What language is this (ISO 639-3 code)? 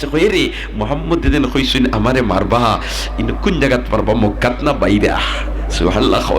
syl